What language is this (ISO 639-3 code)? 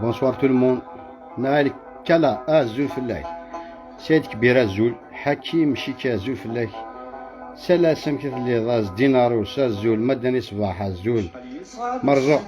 kab